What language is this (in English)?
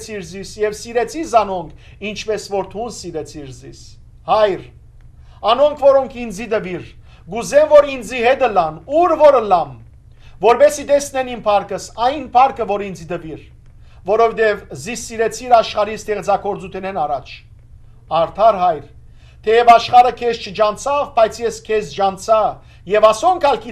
Western Armenian